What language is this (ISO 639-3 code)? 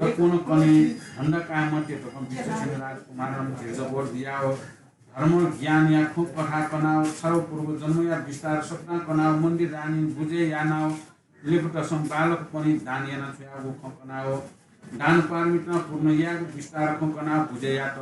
new